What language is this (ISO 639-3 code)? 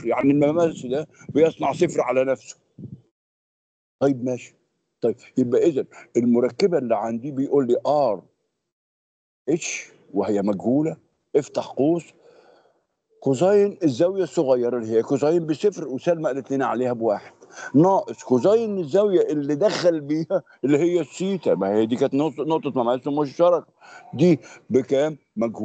arz